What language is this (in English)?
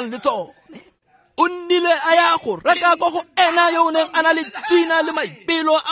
Tswana